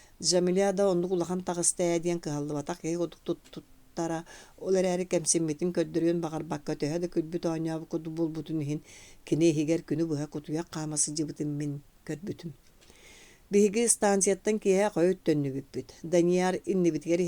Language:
Yakut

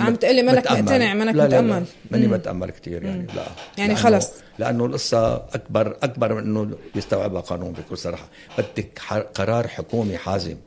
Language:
North Levantine Arabic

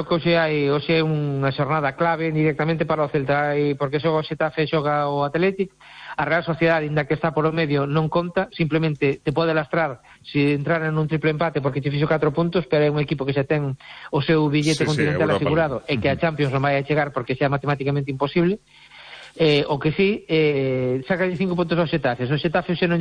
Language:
Galician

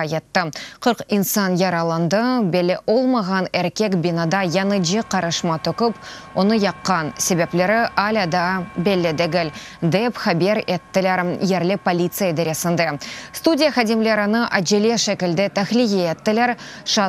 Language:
Crimean Tatar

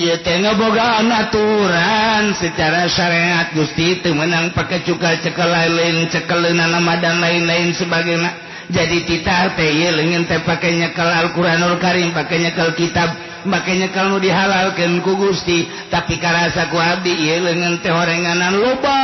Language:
Sundanese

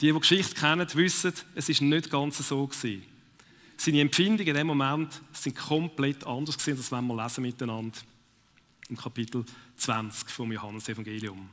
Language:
Swiss German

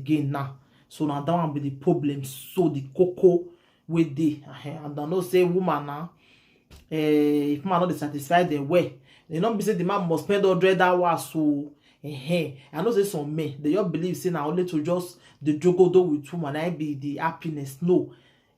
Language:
Nigerian Pidgin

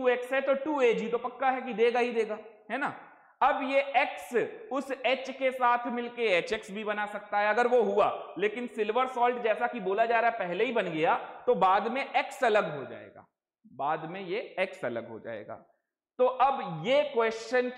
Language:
Hindi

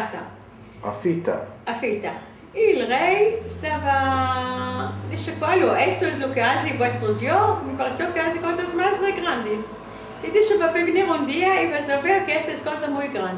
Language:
Ladino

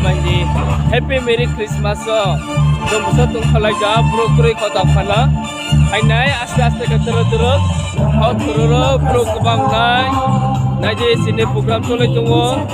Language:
Kok Borok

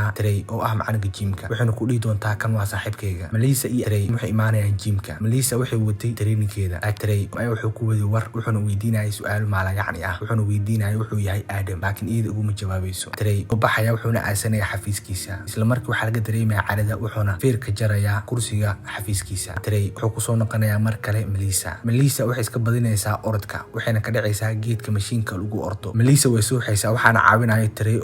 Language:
Somali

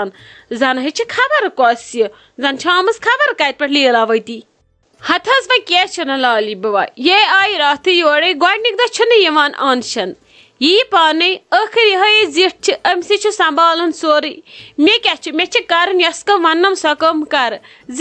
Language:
Kashmiri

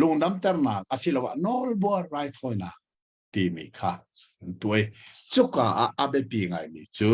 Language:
Hakha Chin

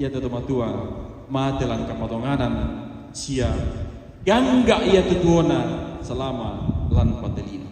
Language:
Toraja-Sa'dan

